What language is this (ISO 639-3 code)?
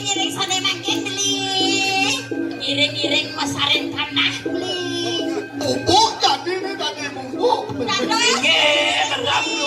ban